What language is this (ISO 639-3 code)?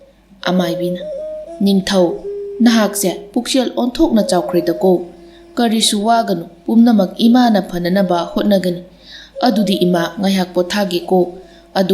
mni